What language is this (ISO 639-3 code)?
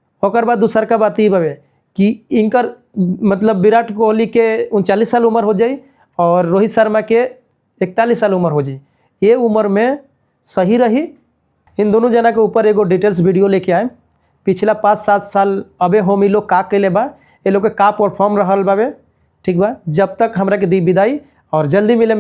bho